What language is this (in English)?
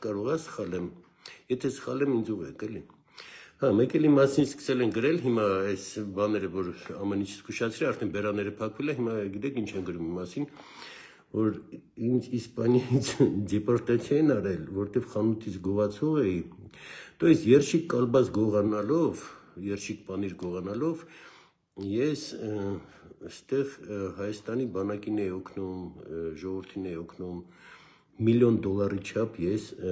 Armenian